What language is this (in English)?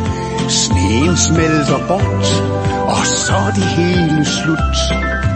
Danish